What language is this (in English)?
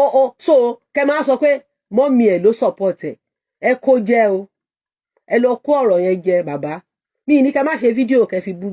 Yoruba